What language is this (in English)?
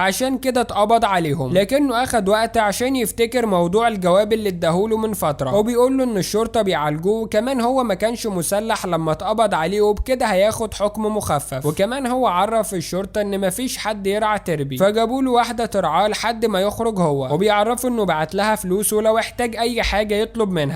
Egyptian Arabic